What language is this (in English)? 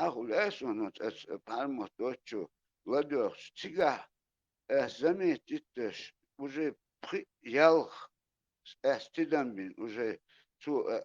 Chechen